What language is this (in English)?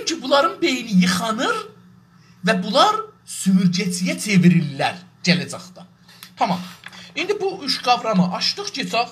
South Azerbaijani